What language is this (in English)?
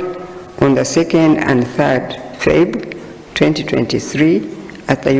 Nyankole